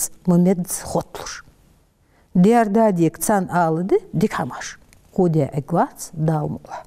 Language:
Ingush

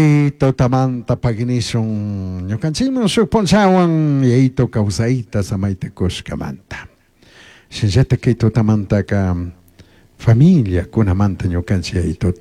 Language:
Chimborazo Highland Quichua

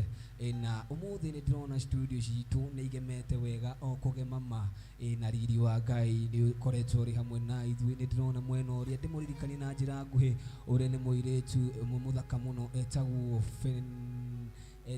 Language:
Kikuyu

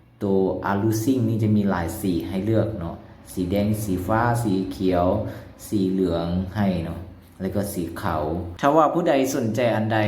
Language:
Lao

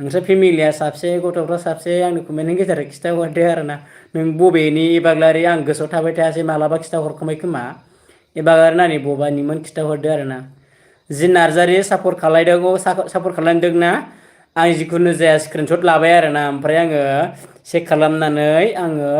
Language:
Bodo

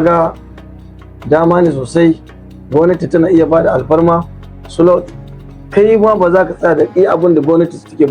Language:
Hausa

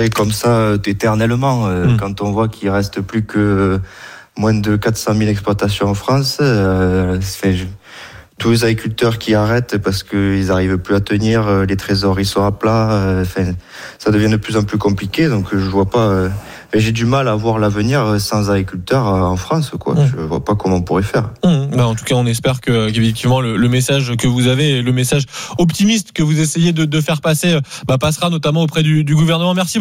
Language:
French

